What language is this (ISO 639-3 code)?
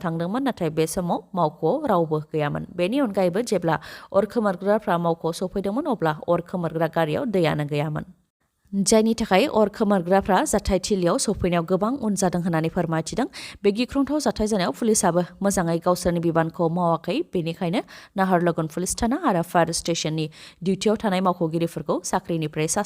brx